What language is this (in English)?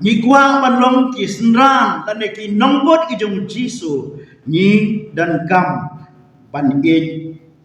Khasi